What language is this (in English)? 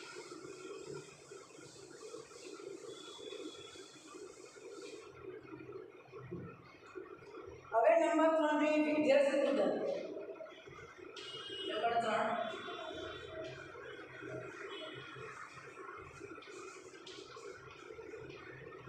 Gujarati